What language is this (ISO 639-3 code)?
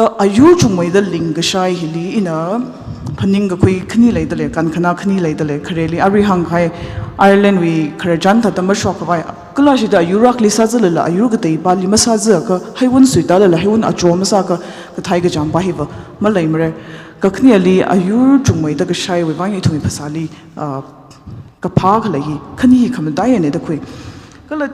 nmf